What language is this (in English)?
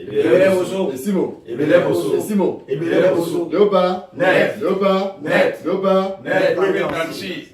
Duala